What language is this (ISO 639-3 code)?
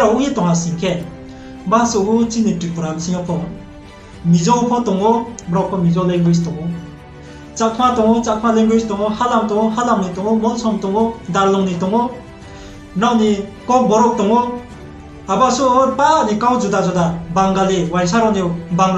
ria